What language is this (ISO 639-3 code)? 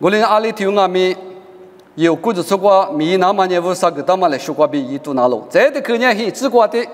lis